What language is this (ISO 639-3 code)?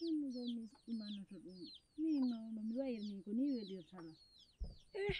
ful